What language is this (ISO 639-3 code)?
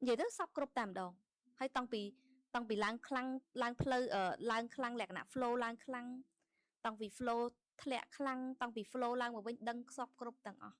khm